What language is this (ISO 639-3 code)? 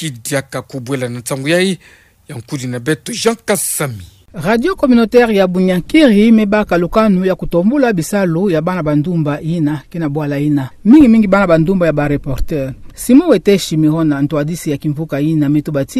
ktu